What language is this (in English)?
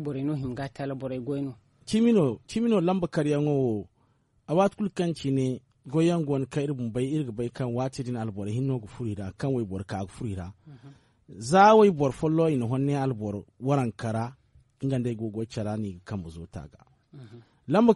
Zarma